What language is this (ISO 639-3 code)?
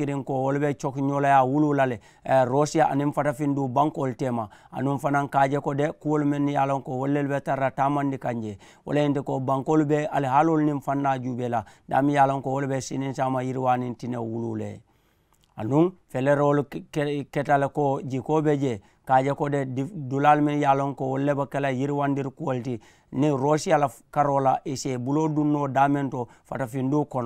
man